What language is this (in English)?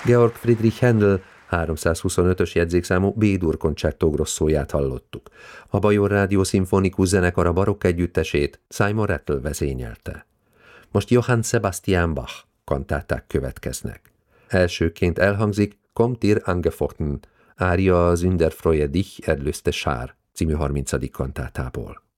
Hungarian